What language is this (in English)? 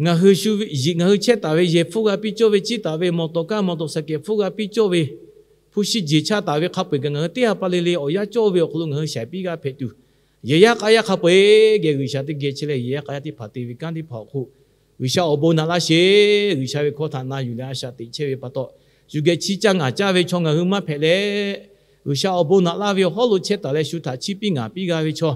Lahu